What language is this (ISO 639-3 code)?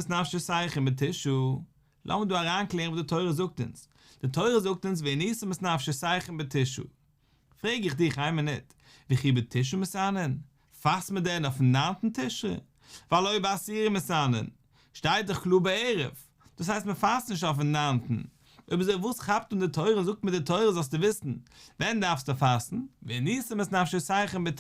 yid